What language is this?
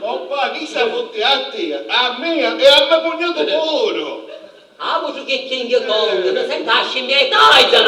Sicilian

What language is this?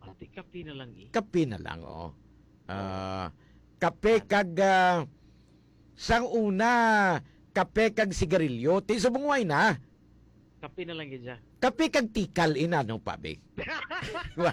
Hiligaynon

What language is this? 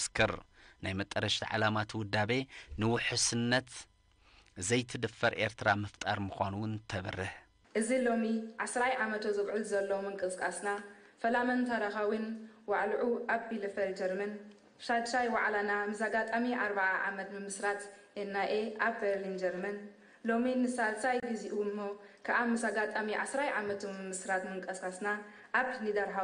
Tigrinya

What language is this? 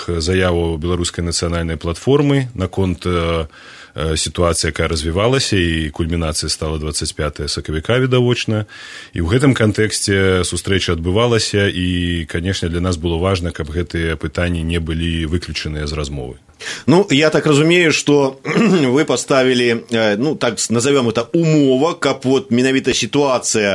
Belarusian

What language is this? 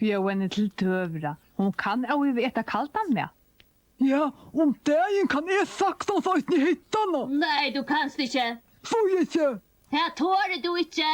Faroese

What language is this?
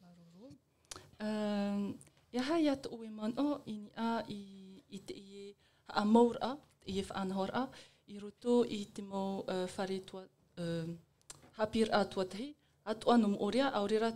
Tahitian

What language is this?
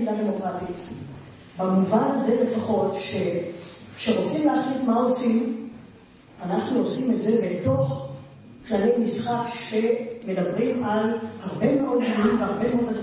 Hebrew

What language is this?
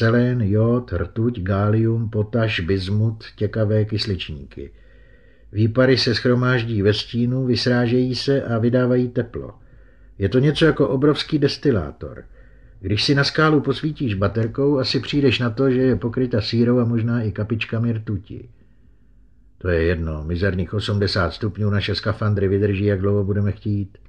Czech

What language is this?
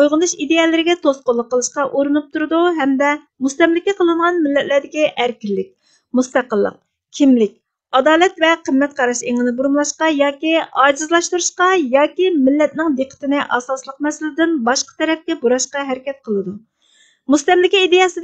Uyghur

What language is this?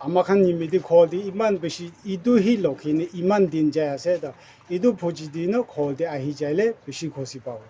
Naga Pidgin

